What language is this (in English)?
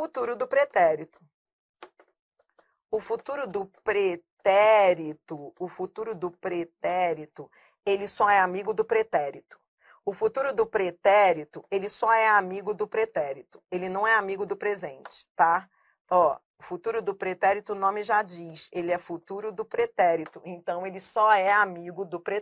Portuguese